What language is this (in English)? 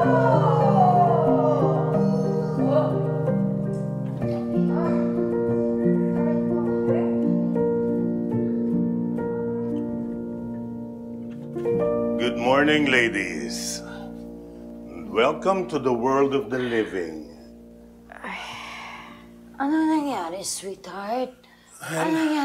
Filipino